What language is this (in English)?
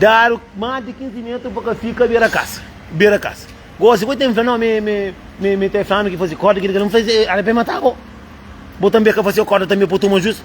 Kabuverdianu